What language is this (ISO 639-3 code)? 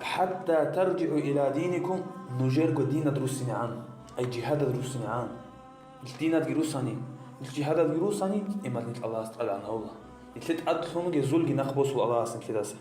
ava